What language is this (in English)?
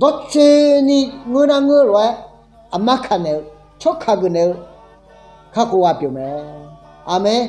Akha